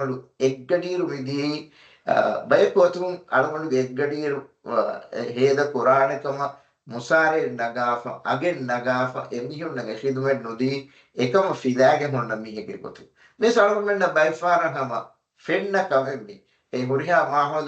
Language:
Divehi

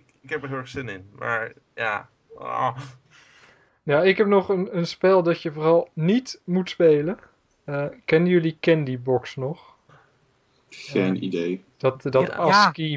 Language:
Dutch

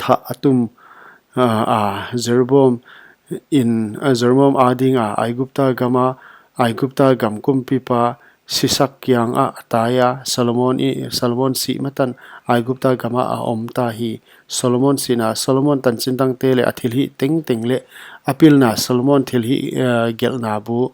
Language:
Paite Chin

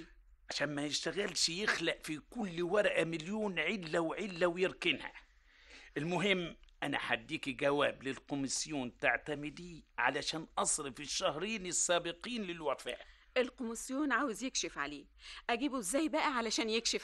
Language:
Egyptian Arabic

